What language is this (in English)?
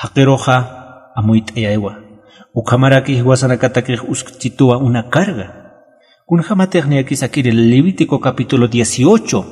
Aymara